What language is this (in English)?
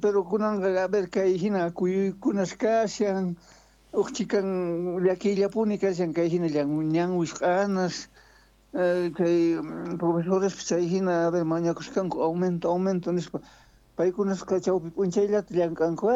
South Bolivian Quechua